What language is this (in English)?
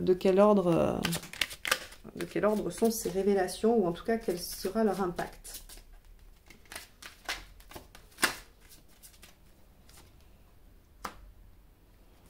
French